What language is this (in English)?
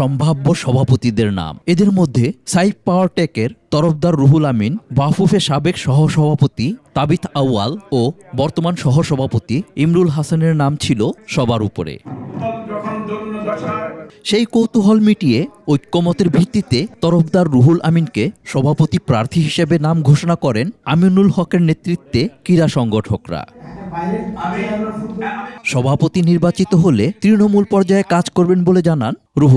Bangla